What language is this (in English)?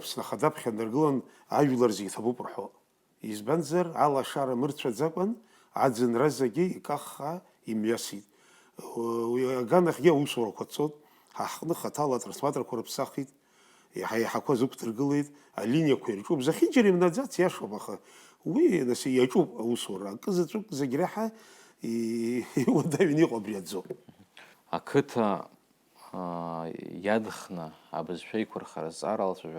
Abkhazian